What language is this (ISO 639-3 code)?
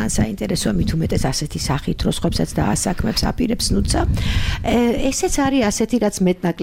kat